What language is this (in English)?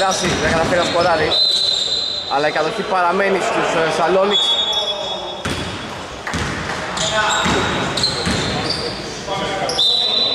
Greek